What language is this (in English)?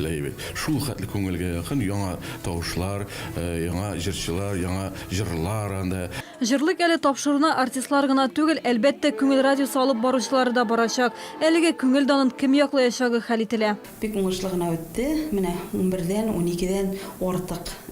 Tatar